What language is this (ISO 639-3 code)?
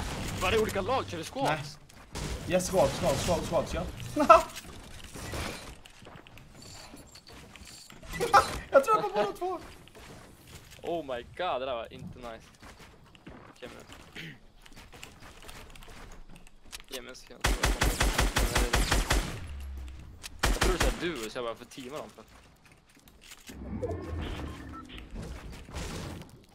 swe